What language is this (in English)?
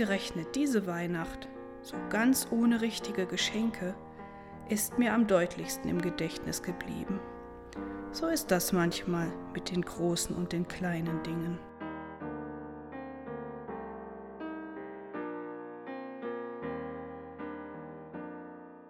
German